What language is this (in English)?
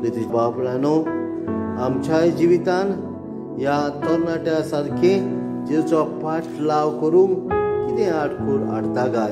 Konkani